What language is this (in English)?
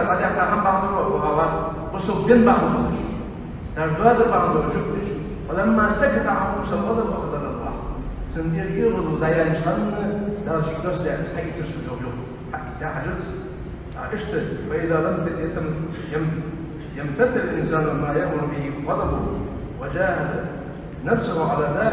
Ingush